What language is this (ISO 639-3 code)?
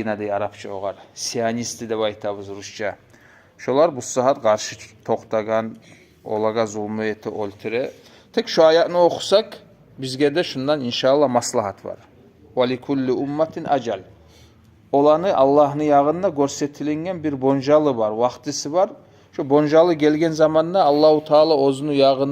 kum